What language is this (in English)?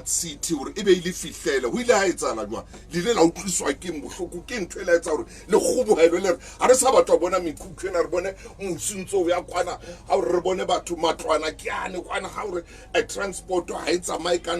Southern Sotho